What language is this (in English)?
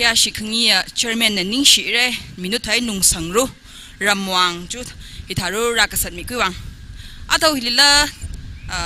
Tangkhul Naga (India)